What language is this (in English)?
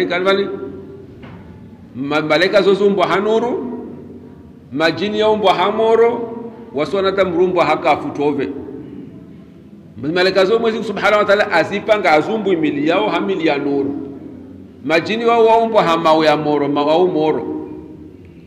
Swahili